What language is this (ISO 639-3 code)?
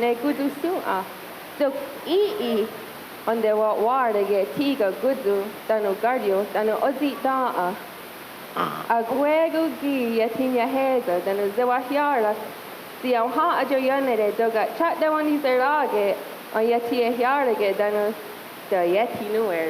moh